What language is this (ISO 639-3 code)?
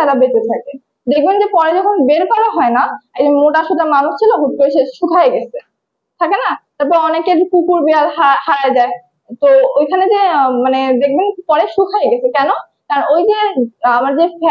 ben